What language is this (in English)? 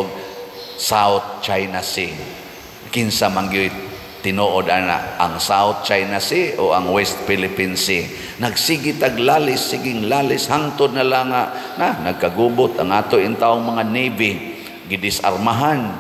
Cebuano